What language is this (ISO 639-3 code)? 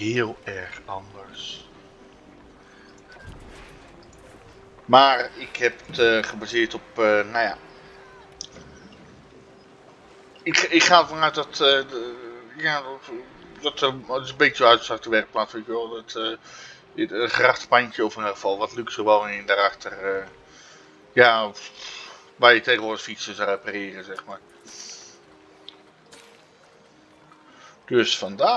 nld